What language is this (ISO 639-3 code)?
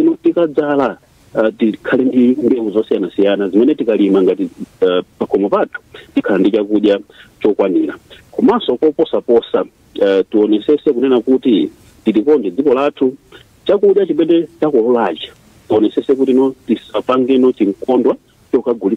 nya